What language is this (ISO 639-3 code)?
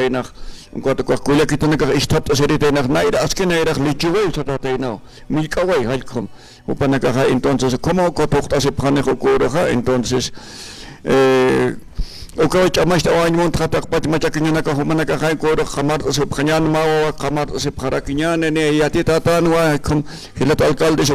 aym